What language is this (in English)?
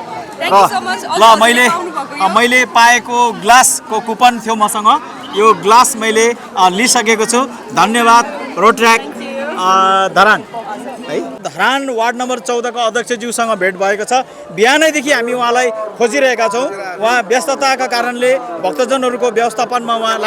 Nepali